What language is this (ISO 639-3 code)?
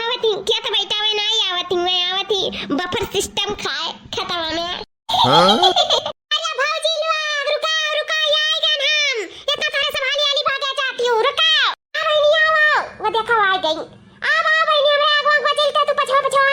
awa